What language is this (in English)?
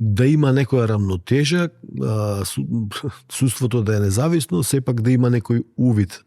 Macedonian